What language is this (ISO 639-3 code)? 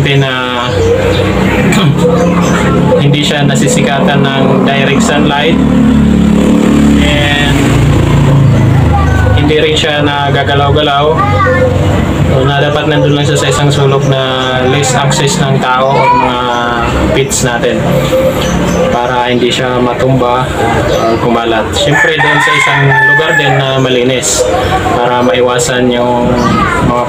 fil